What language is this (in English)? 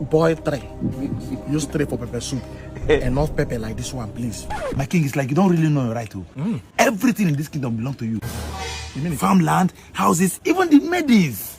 Nigerian Pidgin